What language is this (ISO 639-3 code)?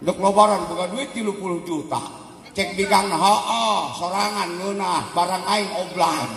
sun